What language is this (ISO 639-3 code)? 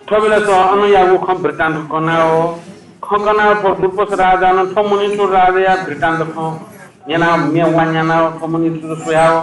new